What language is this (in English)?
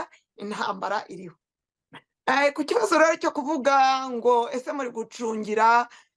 Kinyarwanda